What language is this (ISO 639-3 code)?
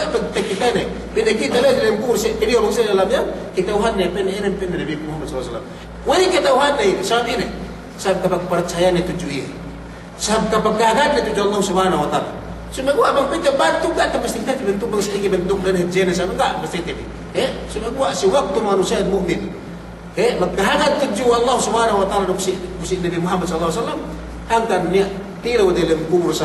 yka